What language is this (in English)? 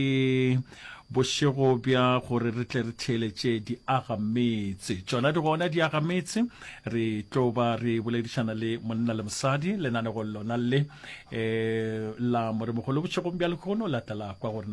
Northern Sotho